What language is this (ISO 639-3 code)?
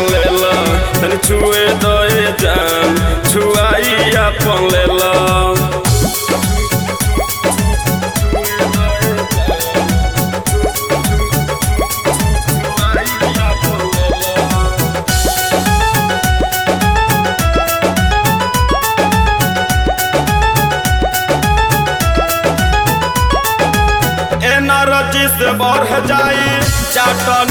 bho